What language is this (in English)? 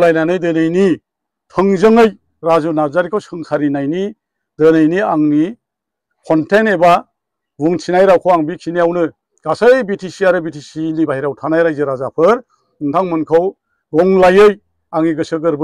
Bodo